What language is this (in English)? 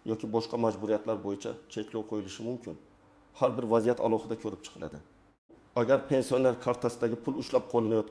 Uzbek